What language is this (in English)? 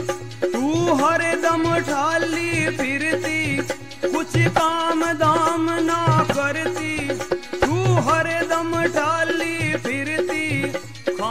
Haryanvi